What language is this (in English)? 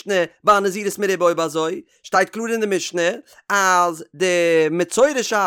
Yiddish